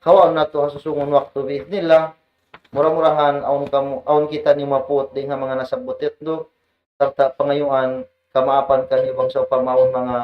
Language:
Tausug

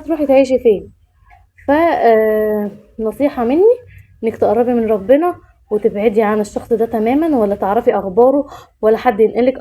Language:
Egyptian Arabic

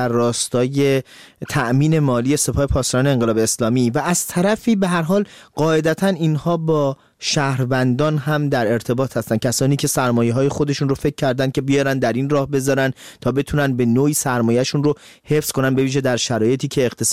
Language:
Persian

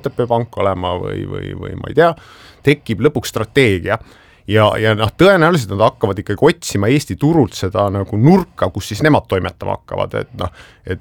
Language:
Estonian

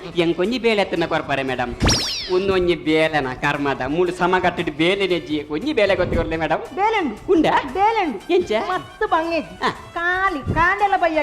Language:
Tulu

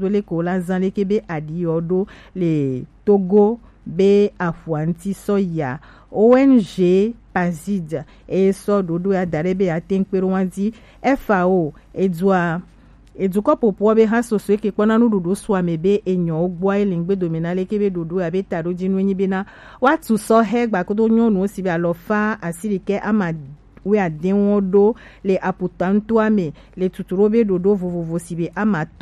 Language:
Gen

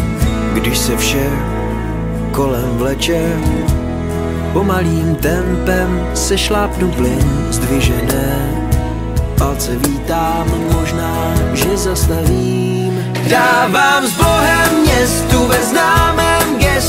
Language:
Czech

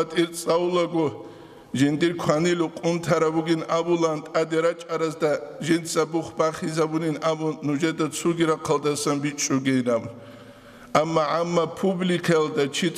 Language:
Avaric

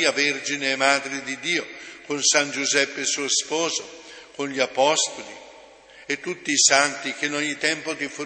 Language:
Italian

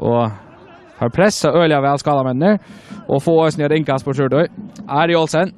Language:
Faroese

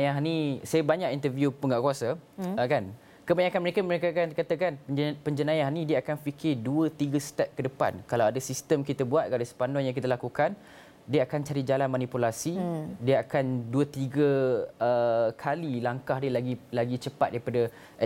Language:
Malay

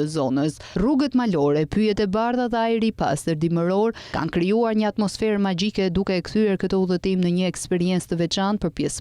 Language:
Albanian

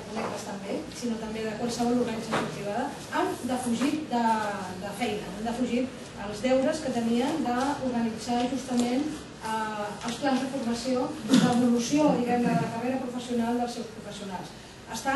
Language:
Catalan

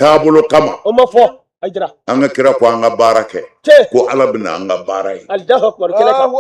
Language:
Bambara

